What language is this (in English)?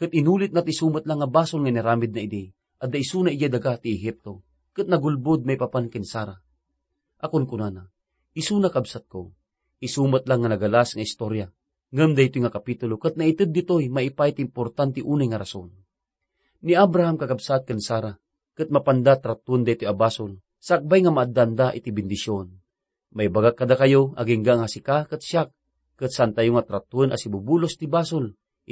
Iloko